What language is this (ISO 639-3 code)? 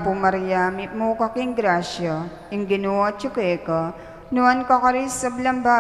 pam